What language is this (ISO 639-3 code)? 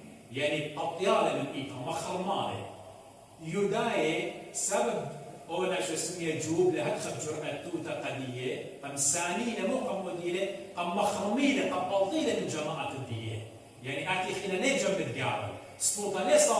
aii